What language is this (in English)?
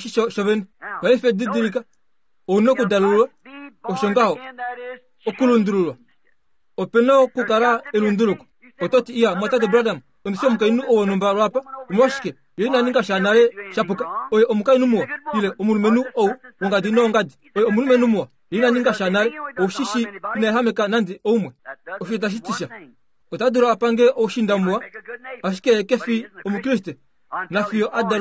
Kuanyama